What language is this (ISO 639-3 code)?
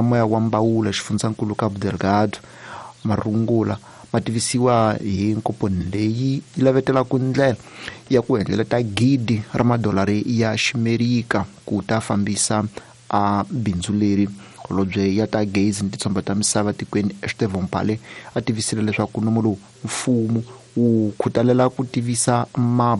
tso